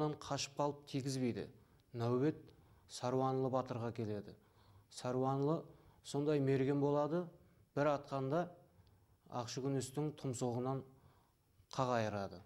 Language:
Kara-Kalpak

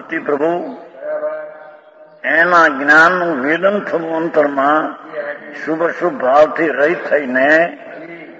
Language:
Gujarati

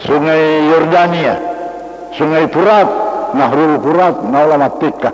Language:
Buginese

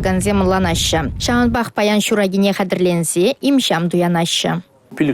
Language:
Chuvash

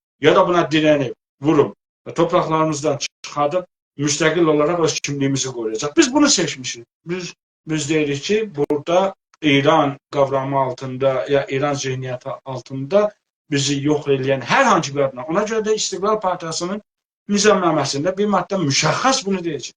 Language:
South Azerbaijani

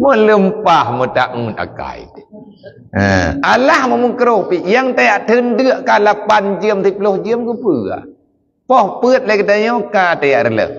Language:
Achinese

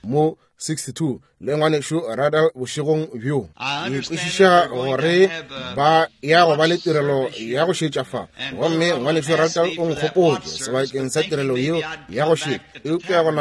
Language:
Northern Sotho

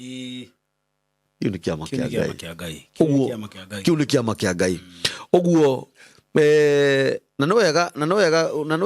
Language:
Kikuyu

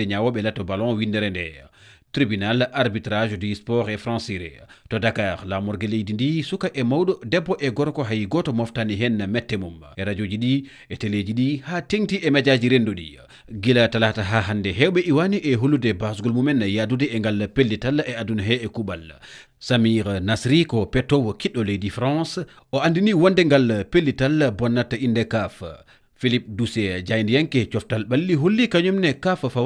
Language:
Fula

